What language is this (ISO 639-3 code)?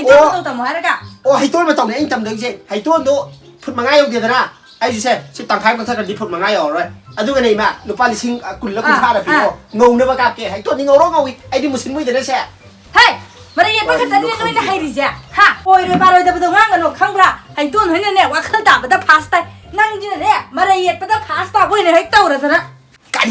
mni